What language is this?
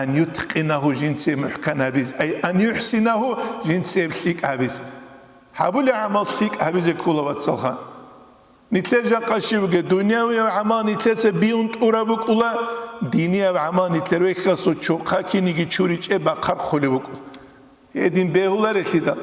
Avaric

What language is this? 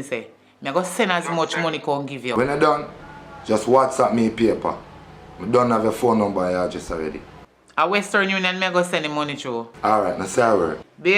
Jamaican Creole English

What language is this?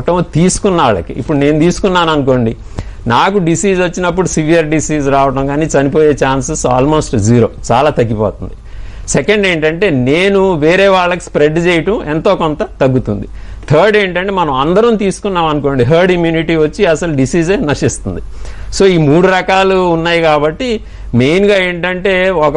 Telugu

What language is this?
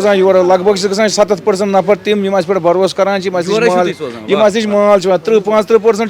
Kashmiri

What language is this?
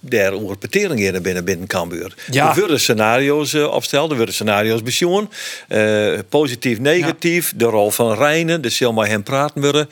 Western Frisian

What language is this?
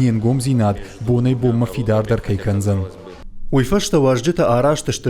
Ossetic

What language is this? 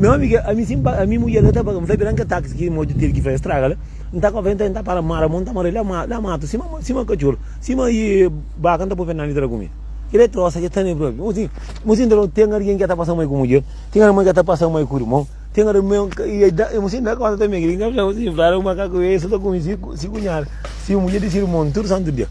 Kabuverdianu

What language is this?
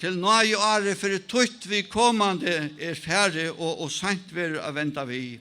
Faroese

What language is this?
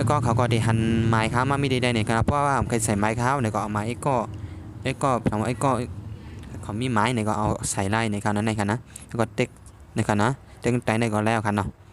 Shan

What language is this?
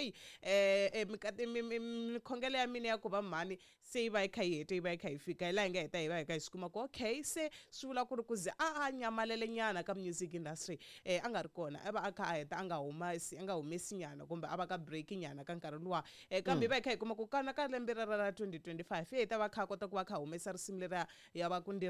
Tsonga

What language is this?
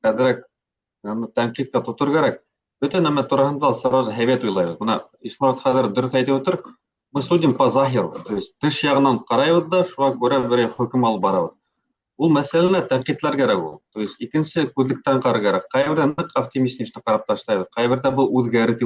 Bashkir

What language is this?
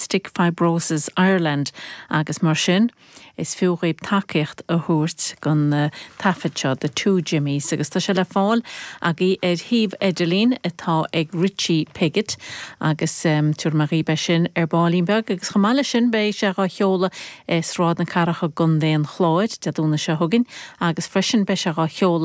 Irish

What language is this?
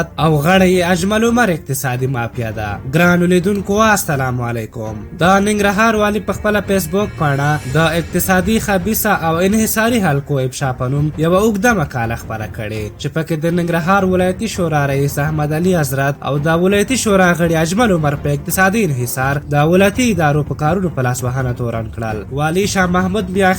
Pashto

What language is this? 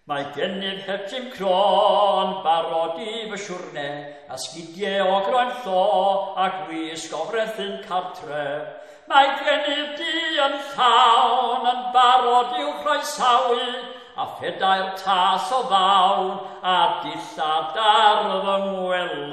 Welsh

